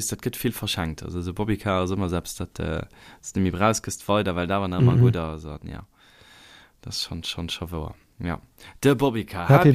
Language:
Luxembourgish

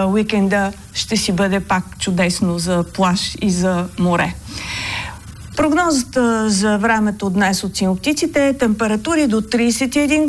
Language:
Bulgarian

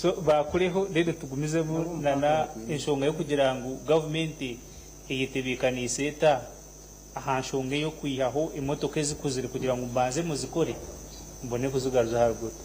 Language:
Nyankole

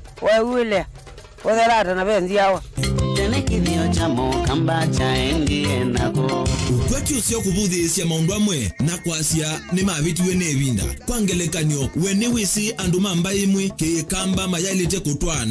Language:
Kamba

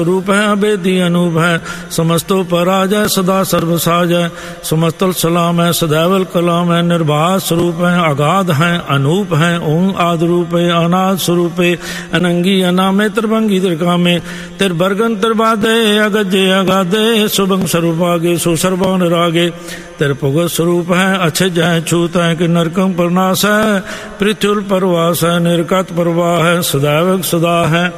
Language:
Punjabi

